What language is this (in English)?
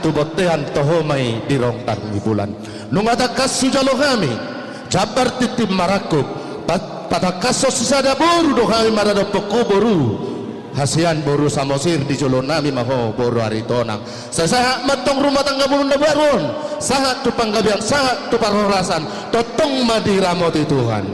Batak Toba